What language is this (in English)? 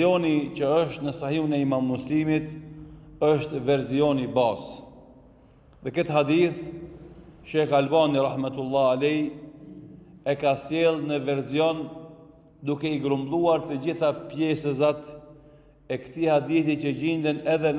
Albanian